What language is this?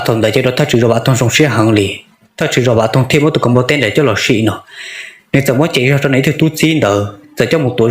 Hmong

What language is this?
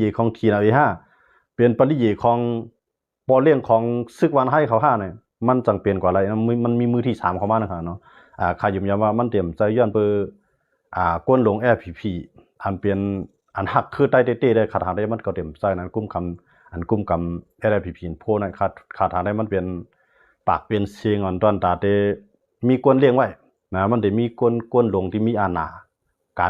Shan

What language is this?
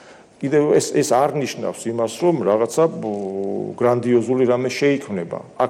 Georgian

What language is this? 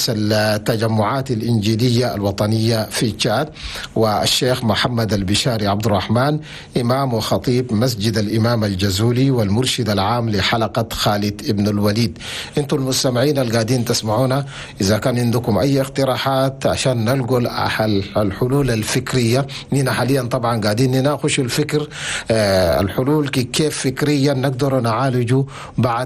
Chadian Arabic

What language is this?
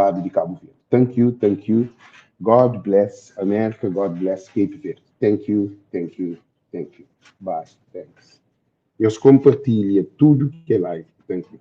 Kabuverdianu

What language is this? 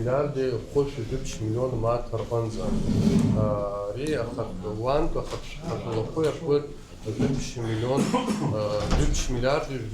Abkhazian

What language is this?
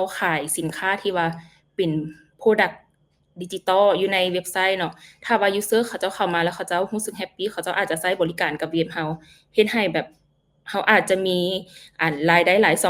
Lao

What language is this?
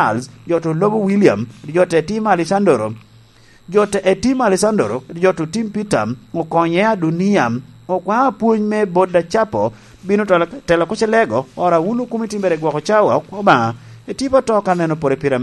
Lango (Uganda)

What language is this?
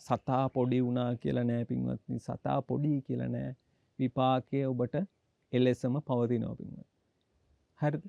Sinhala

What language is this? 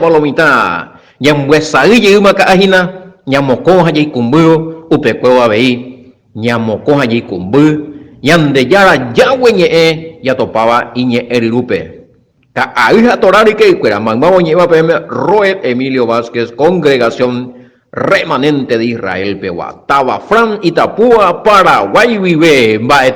Guarani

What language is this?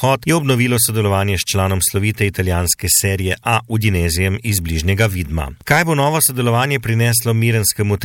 Slovenian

